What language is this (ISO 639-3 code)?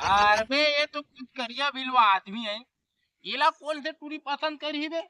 hne